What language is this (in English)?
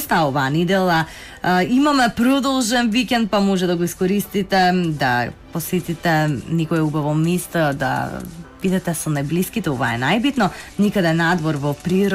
Macedonian